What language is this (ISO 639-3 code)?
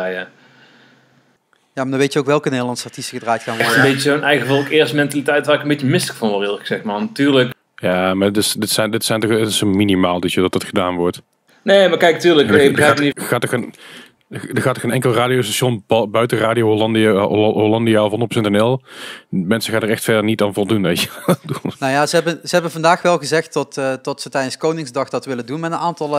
nld